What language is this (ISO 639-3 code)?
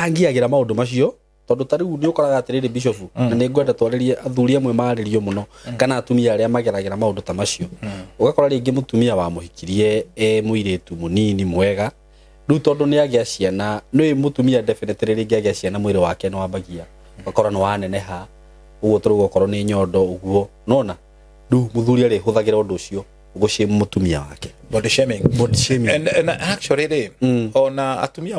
kik